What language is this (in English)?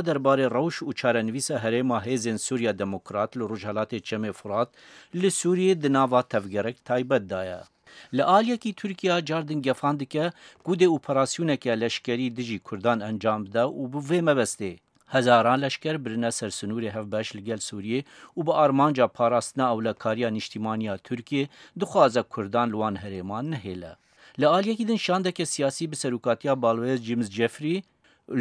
Kurdish